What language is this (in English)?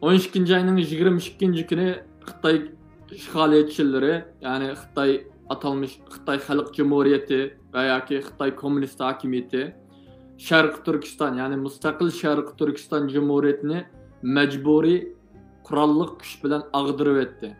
Uyghur